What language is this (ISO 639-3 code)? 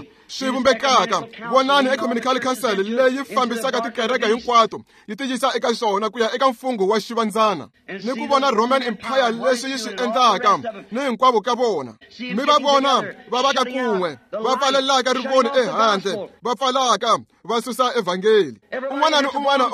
tso